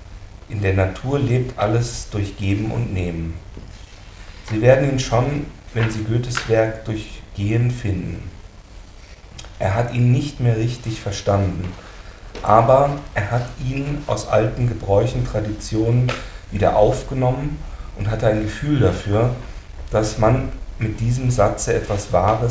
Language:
German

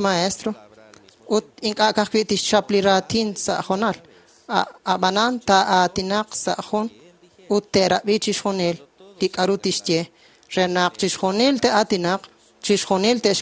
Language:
Kekchí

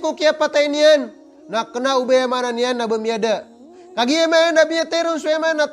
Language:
Maranao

